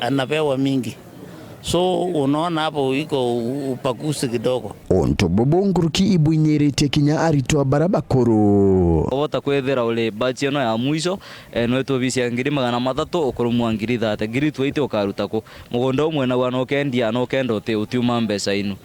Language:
Meru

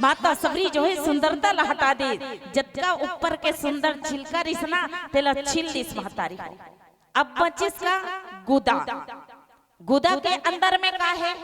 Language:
Chhattisgarhi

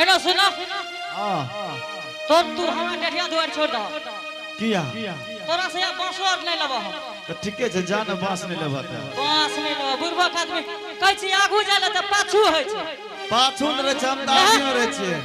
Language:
Angika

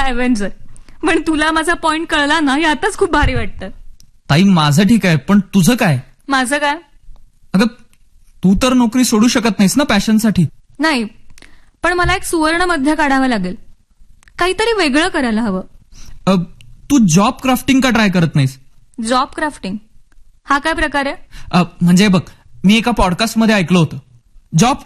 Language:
Marathi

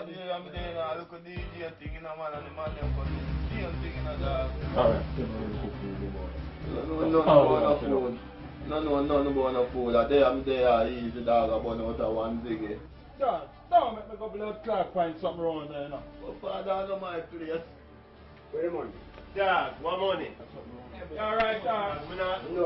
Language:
Jamaican Creole English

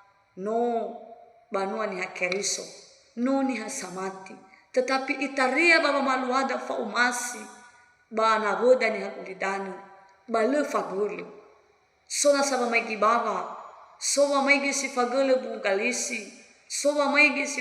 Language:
Nias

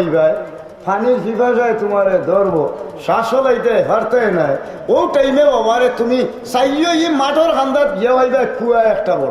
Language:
Sylheti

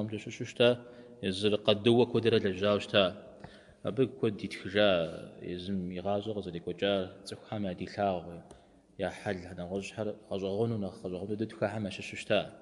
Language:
Kabardian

